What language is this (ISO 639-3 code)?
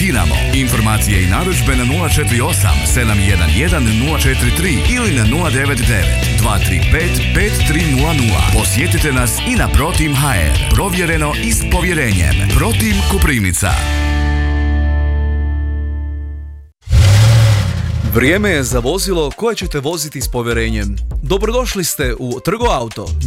hrv